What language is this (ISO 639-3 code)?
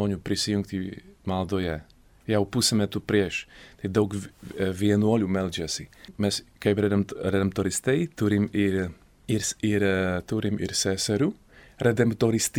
lit